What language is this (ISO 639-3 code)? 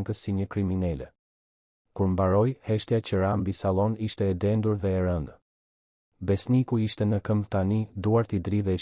sqi